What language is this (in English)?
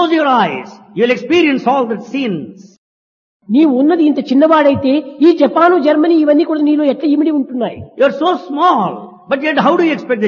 Telugu